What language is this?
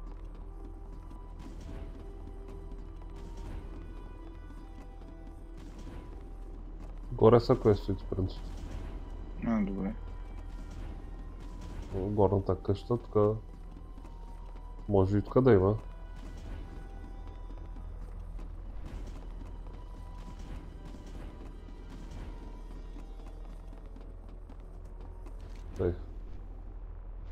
Bulgarian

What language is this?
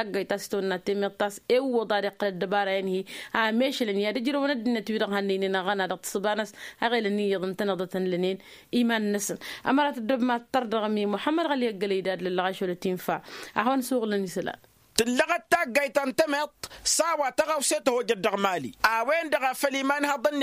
Tamasheq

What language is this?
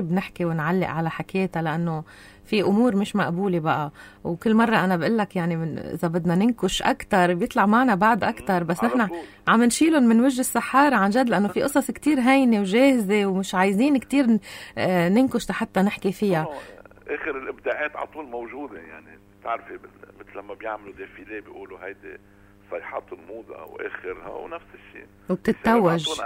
North Levantine Arabic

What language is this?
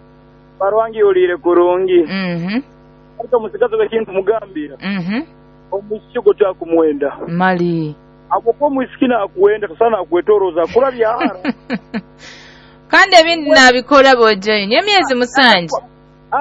Nyoro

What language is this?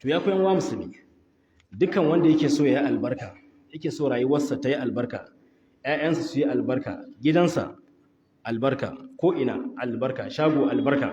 Hausa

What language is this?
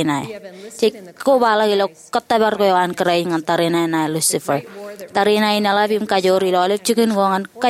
Marshallese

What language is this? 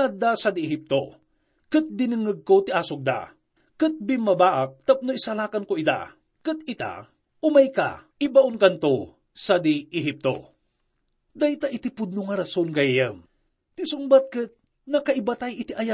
Iloko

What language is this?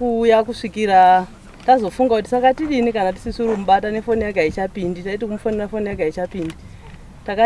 Shona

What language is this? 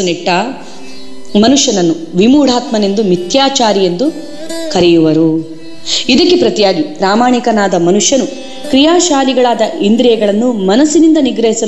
Kannada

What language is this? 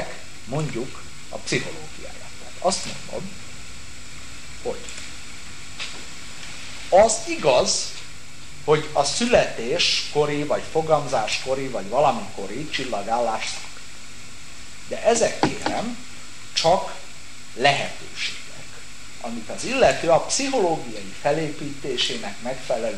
Hungarian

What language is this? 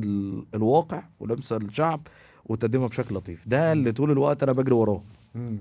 Egyptian Arabic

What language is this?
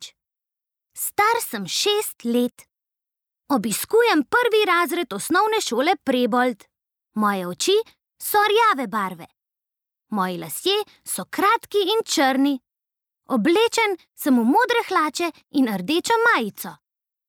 Slovenian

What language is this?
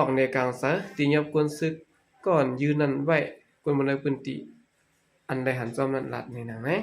Shan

